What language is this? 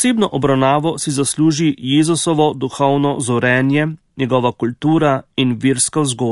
Slovenian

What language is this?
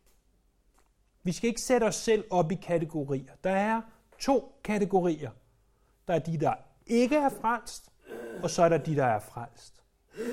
Danish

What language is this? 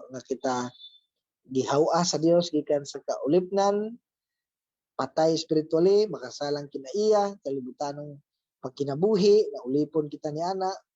Cebuano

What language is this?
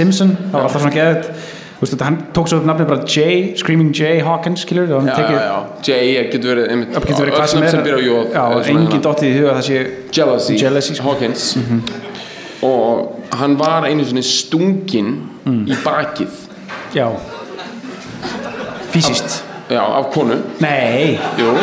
Icelandic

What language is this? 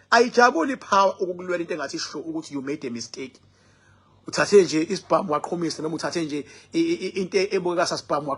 Zulu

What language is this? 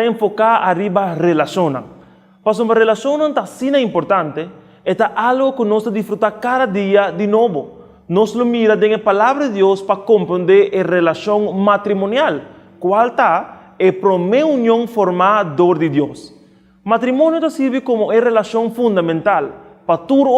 Papiamento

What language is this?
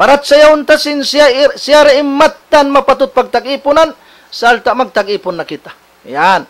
Tausug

